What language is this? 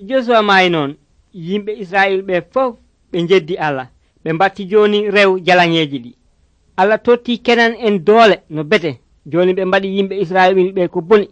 Nigerian Fulfulde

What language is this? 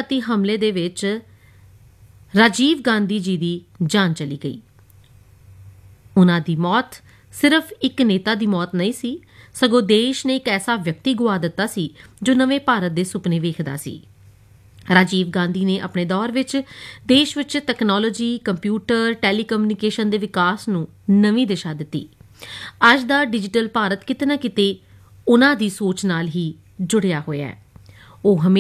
Punjabi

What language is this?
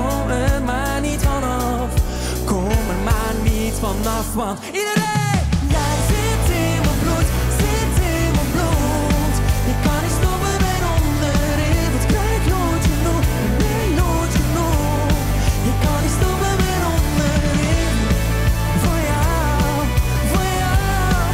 Dutch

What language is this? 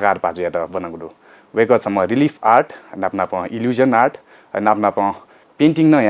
Newari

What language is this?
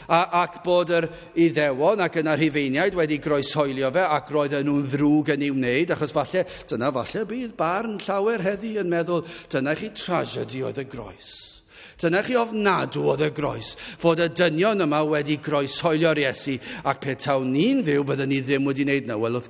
Welsh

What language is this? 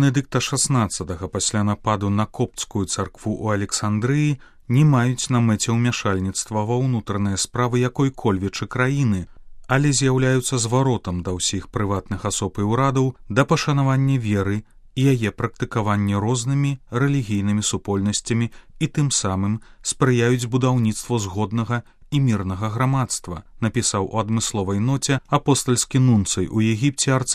Belarusian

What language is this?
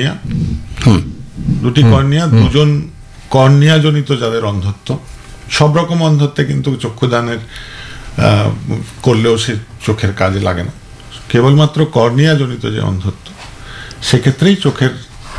Bangla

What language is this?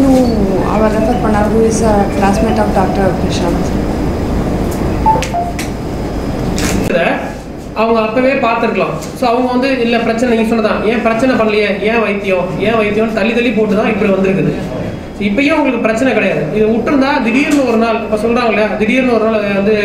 Tamil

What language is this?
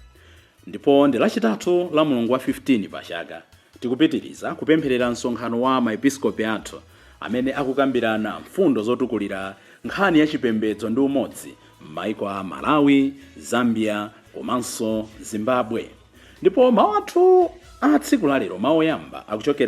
Nyanja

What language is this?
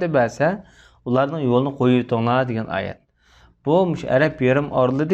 Uyghur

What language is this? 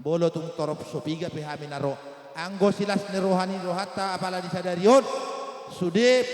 Batak Toba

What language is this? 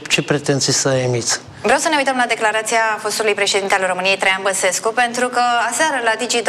Romanian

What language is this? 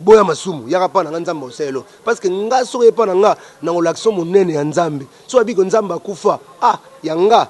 Lingala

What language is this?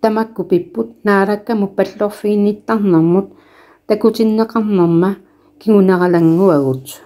Kalaallisut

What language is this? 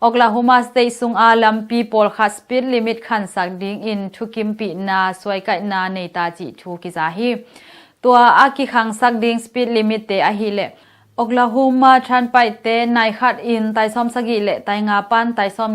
Tedim Chin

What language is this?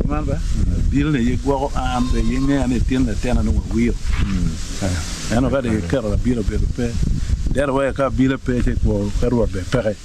Acoli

